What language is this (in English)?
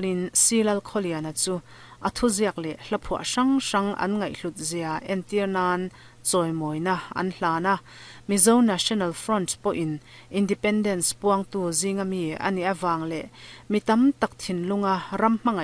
Mizo